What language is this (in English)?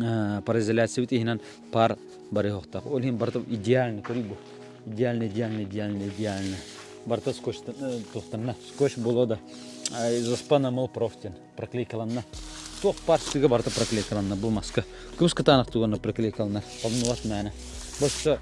Yakut